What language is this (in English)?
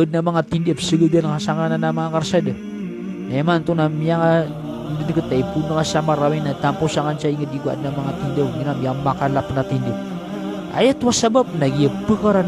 Maranao